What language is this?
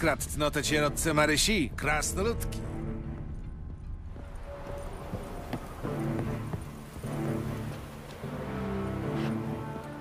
Polish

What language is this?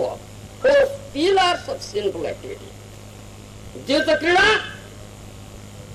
Odia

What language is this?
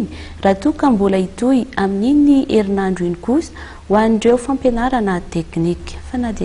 Malagasy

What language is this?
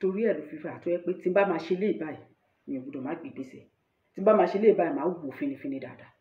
Yoruba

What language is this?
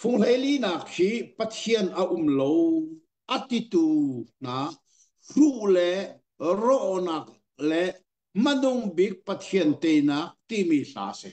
Hakha Chin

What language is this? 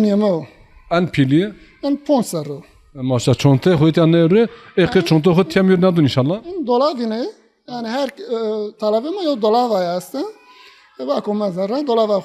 Zaza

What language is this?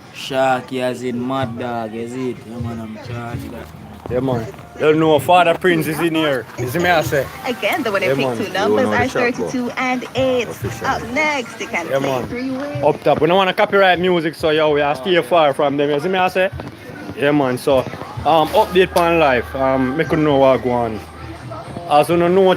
Jamaican Creole English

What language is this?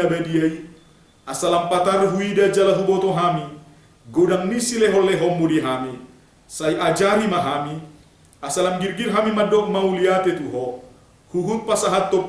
Batak Toba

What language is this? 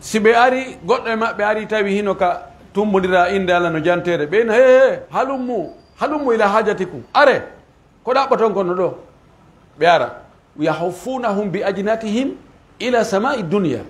Pular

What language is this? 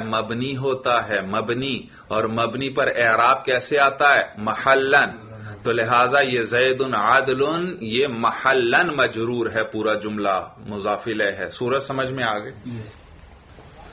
Urdu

